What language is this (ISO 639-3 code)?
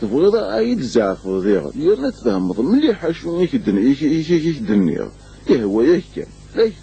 kab